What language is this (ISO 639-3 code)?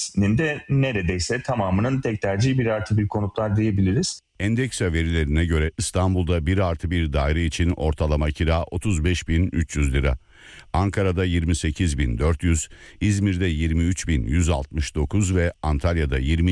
tur